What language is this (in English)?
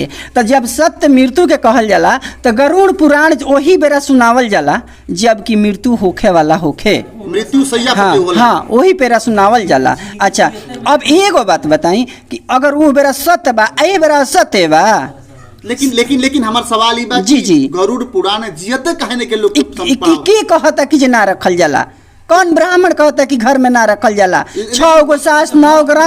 Bhojpuri